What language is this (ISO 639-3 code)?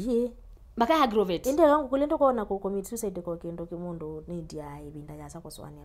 kam